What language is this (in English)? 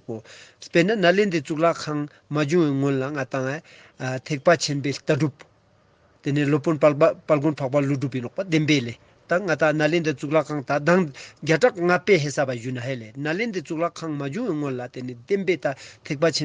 Ladakhi